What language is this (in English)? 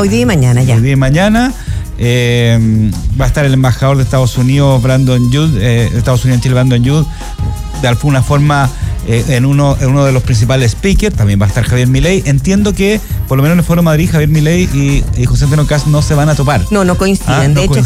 Spanish